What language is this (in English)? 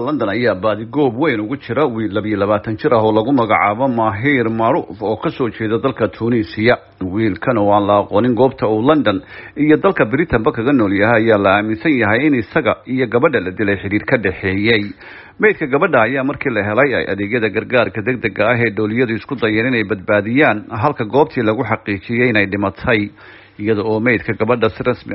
Somali